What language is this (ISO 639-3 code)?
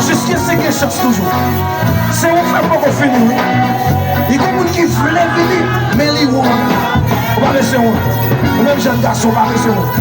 hat